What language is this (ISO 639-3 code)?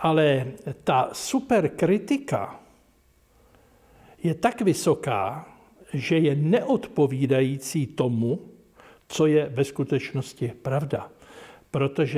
ces